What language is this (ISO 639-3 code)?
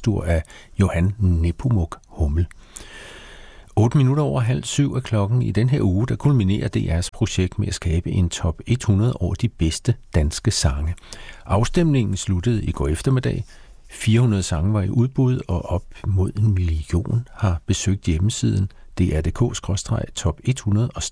dan